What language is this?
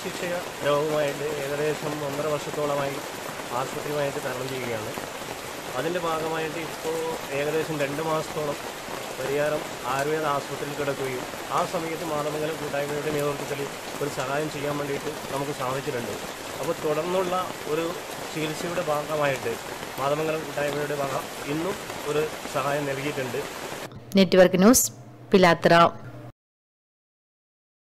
Malayalam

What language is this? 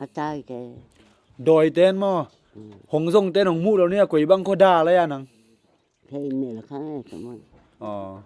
Tedim Chin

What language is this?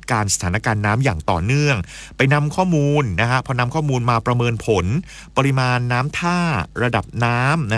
Thai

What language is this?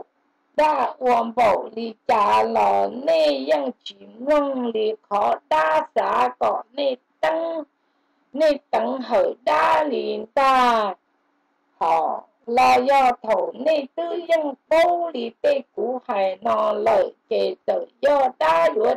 Vietnamese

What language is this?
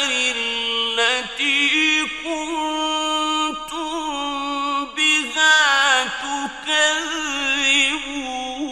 Arabic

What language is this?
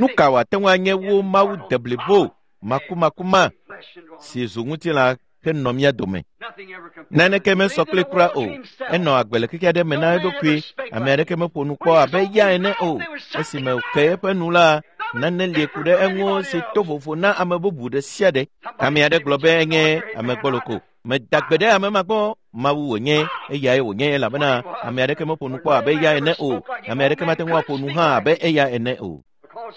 Ewe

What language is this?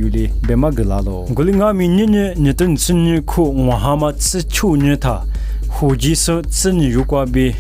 Lisu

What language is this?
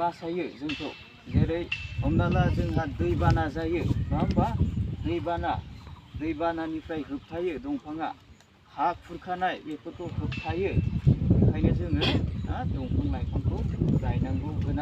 Bodo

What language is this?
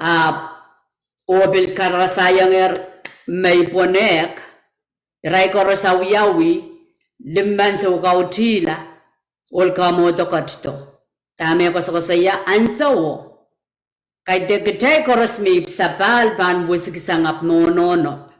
Pohnpeian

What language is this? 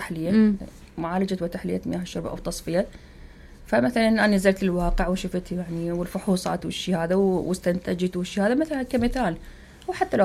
Mesopotamian Arabic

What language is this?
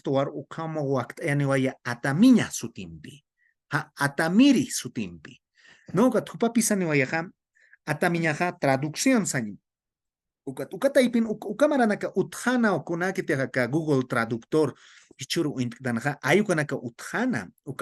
Aymara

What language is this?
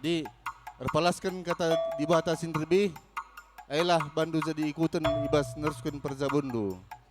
Batak Karo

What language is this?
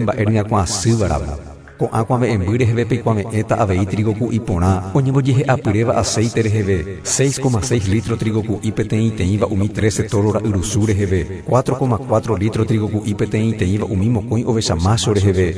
Guarani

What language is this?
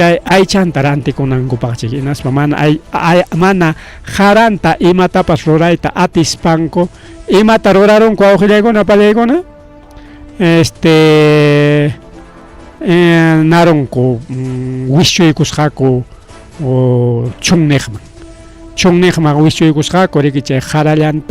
Ayacucho Quechua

